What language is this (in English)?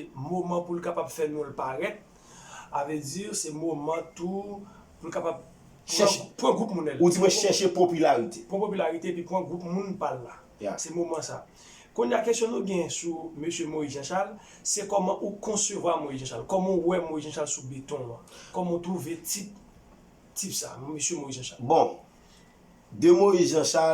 Haitian Creole